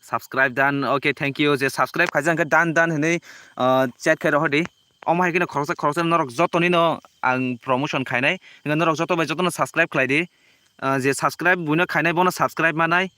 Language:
Kok Borok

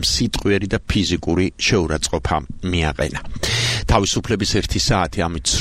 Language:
Georgian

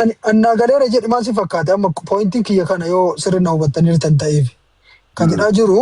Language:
Oromo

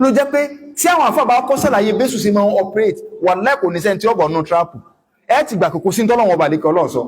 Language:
Yoruba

